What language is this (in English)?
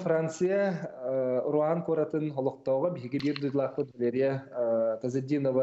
Yakut